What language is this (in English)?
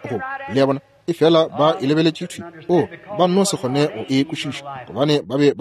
Northern Sotho